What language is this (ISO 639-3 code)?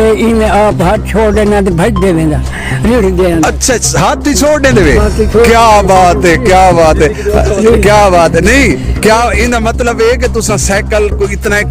skr